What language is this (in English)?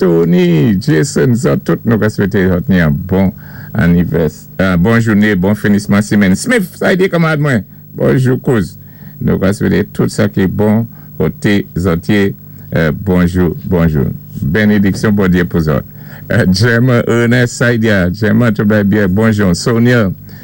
Saint Lucian Creole French